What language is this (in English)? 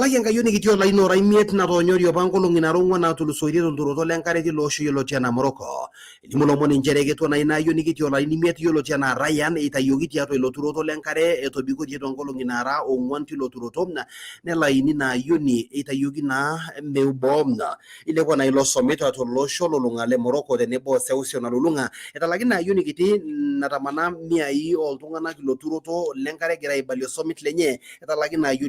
Masai